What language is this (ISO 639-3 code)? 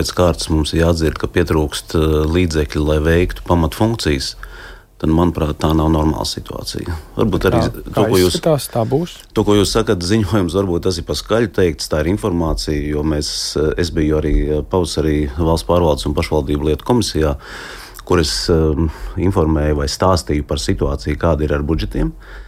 lav